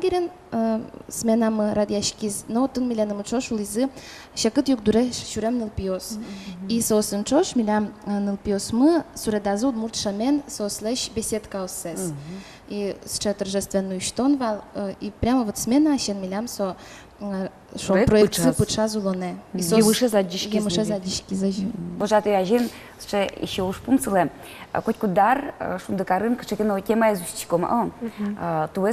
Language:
Udmurt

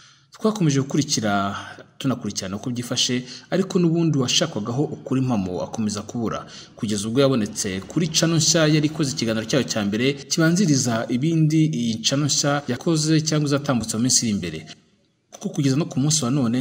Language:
Kinyarwanda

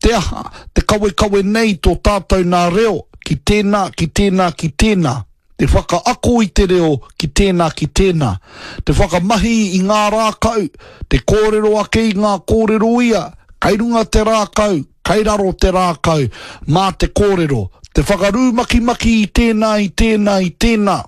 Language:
Māori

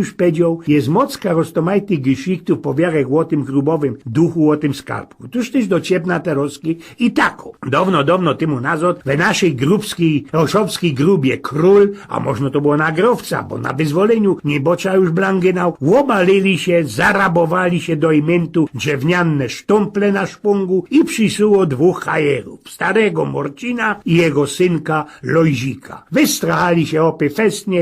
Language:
Silesian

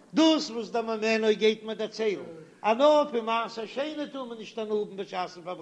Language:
Yiddish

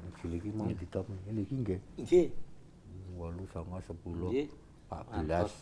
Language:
Javanese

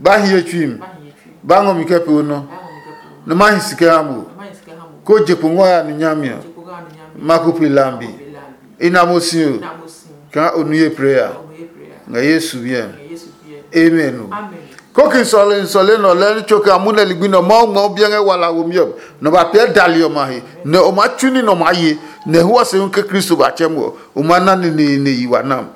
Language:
Adangme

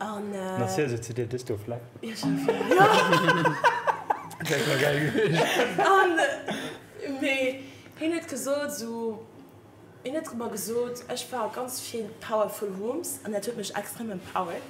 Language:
Luxembourgish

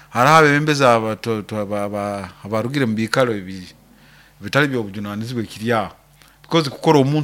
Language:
Nyoro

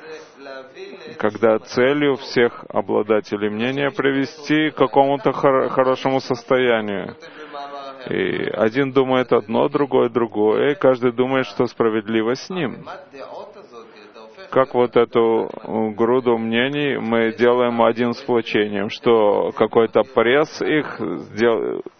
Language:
Russian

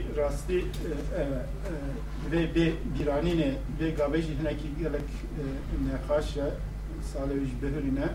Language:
Kurdish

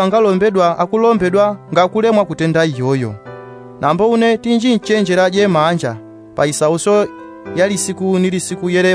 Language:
Yao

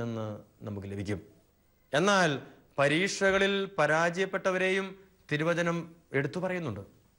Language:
Malayalam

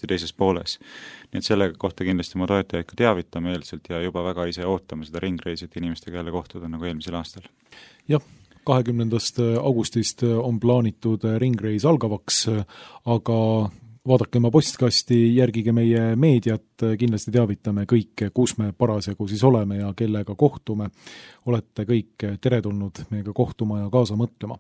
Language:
Estonian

